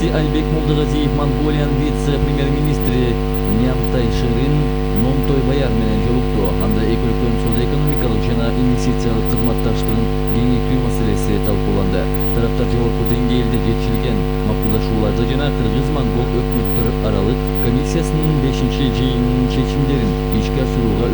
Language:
Kyrgyz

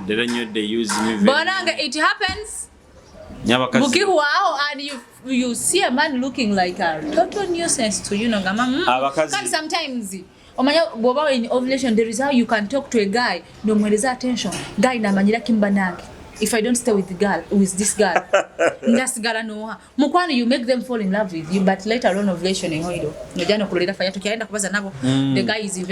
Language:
Nyoro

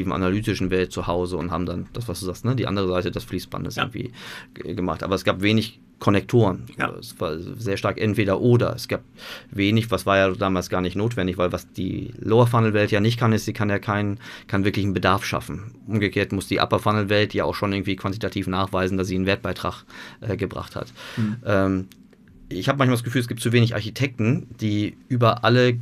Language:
German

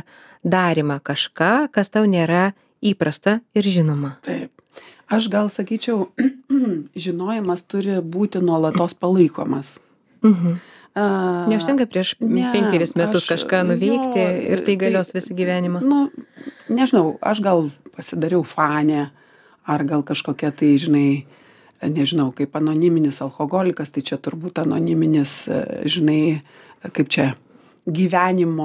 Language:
Lithuanian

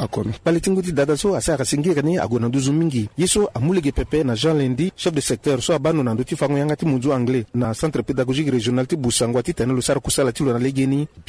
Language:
Sango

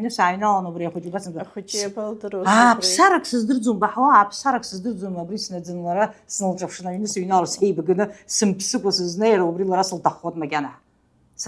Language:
Abkhazian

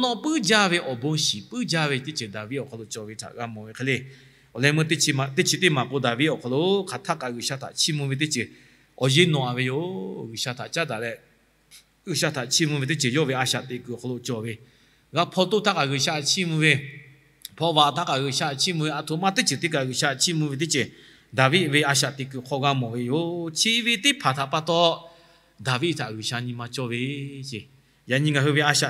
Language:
Lahu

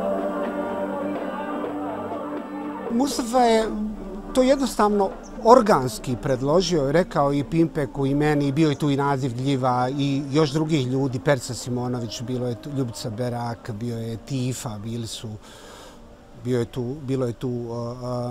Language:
Bosnian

